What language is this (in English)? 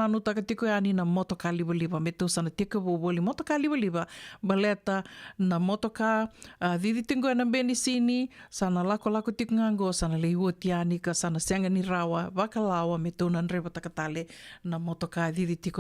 Fijian